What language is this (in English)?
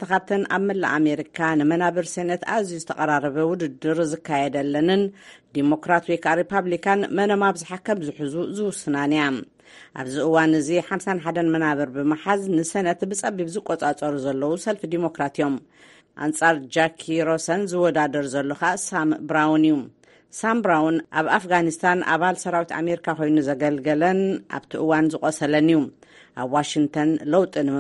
Tigrinya